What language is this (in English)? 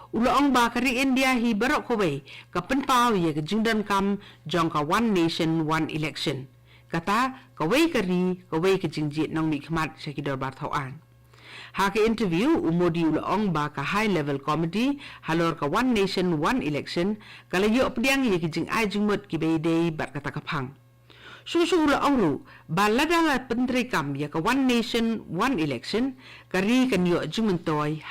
Khasi